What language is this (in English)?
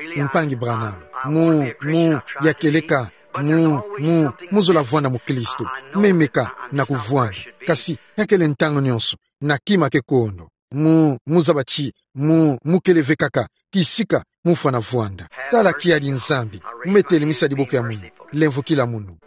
Kituba (Democratic Republic of Congo)